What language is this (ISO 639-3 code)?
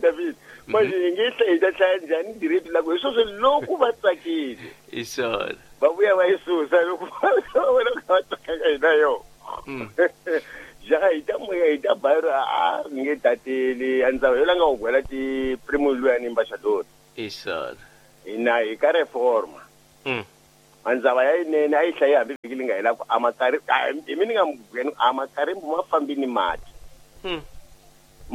tso